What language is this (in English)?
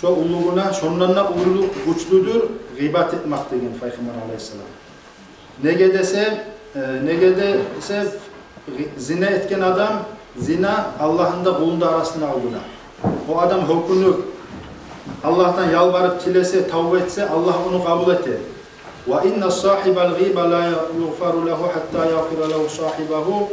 Kumyk